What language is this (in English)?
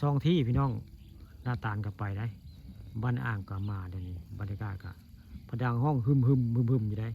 Northeastern Thai